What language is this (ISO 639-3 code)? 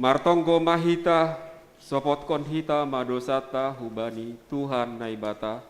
bts